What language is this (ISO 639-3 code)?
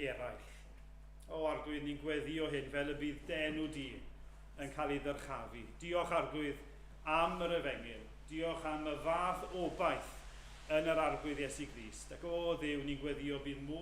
cym